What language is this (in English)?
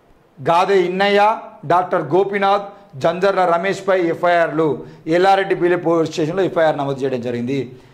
Telugu